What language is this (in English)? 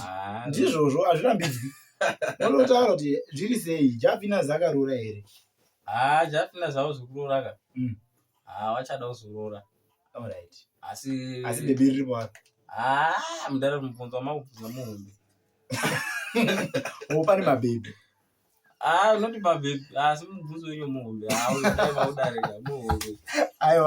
Shona